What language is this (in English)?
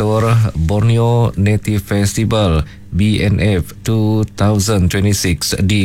Iban